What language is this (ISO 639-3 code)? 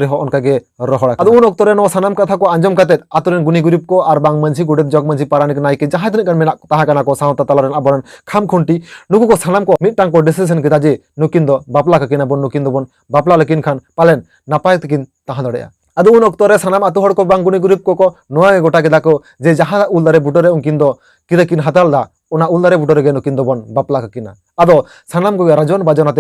sat